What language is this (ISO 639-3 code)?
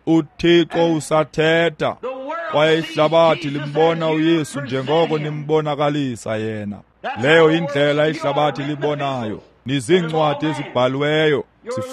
xho